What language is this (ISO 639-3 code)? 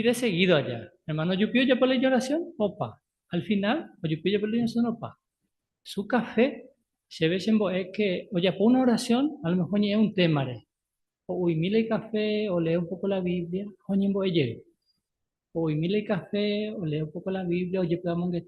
grn